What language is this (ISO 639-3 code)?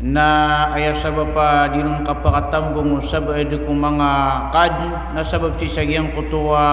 mrw